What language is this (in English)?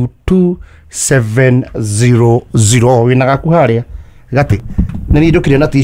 Kikuyu